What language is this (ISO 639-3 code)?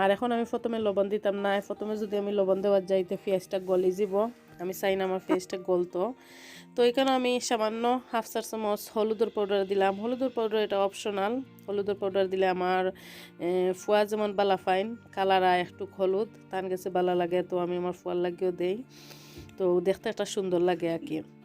syl